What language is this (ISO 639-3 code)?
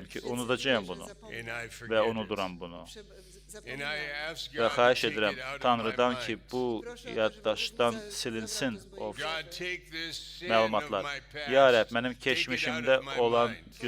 aze